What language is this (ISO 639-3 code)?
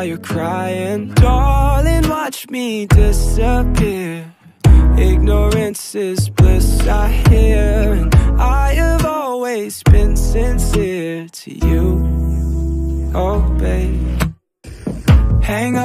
eng